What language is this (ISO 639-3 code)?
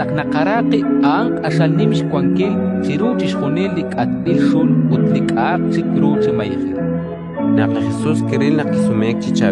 kek